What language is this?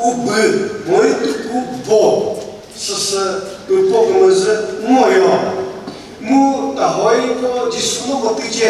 Chokri Naga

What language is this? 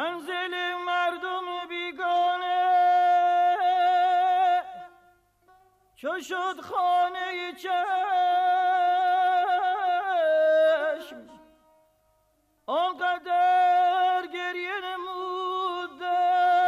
Persian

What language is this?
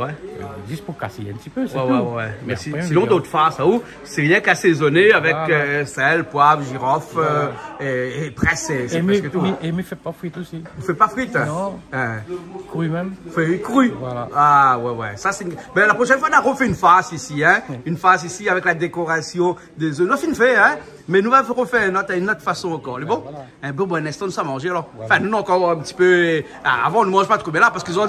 Réunion Creole French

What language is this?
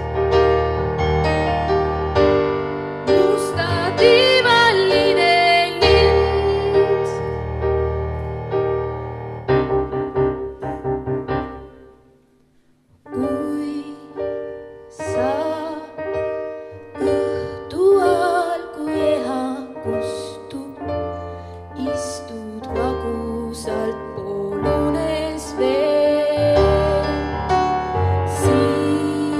Estonian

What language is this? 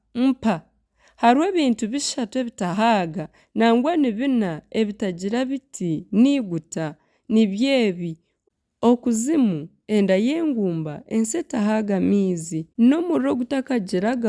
Nyankole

